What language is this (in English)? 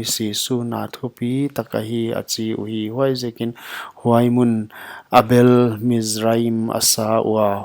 Paite Chin